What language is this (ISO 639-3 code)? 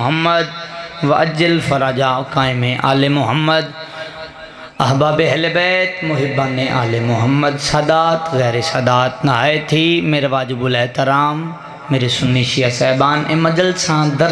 urd